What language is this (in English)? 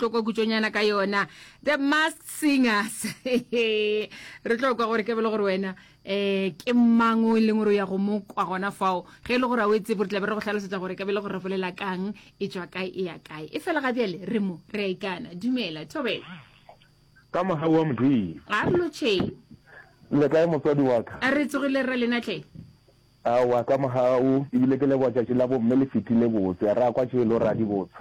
Northern Sotho